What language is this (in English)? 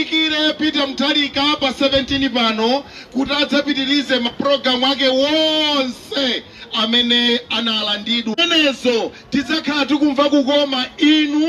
Nyanja